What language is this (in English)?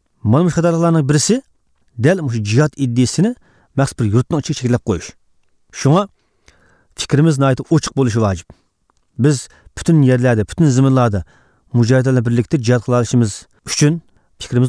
Uyghur